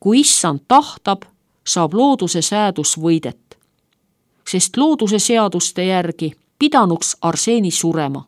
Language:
Estonian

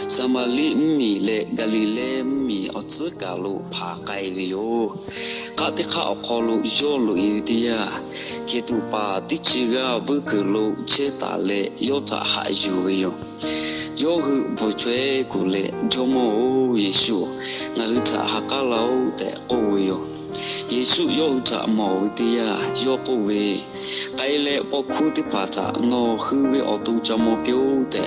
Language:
Lahu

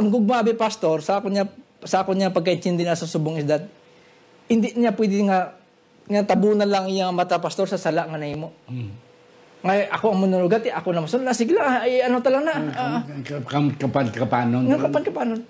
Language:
Hiligaynon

